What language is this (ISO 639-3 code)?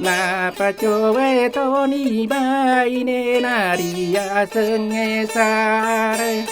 bug